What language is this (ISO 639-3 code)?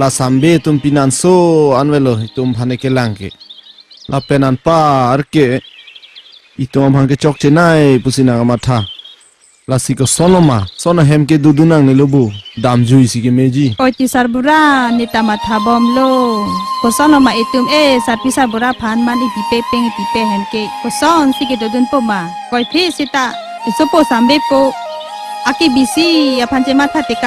mjw